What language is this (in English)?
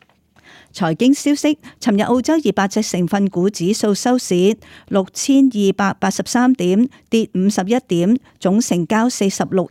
Cantonese